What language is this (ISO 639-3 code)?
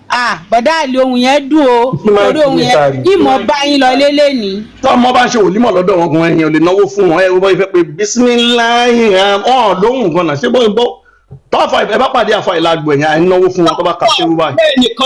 yor